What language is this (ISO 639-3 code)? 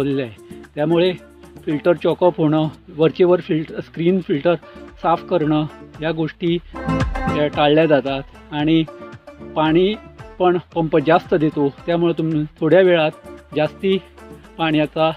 mar